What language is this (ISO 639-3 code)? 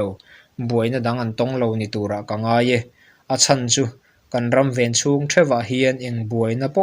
lus